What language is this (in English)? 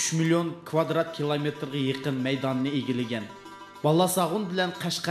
Uyghur